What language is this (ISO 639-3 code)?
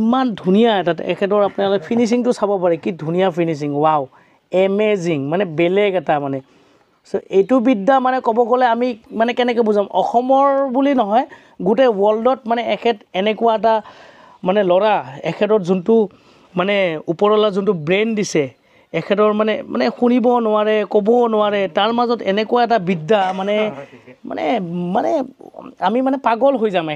asm